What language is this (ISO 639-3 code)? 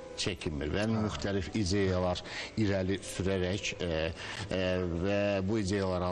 aze